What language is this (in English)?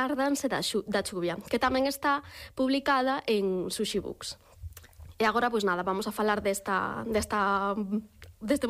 Galician